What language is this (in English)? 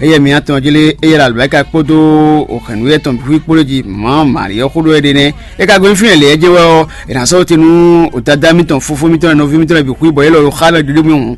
Fon